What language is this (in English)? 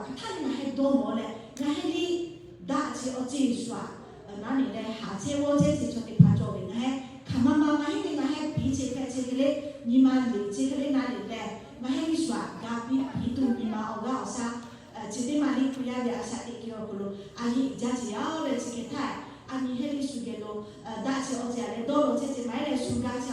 Lahu